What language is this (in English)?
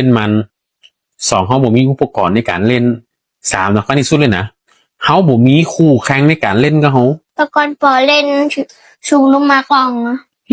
Northern Thai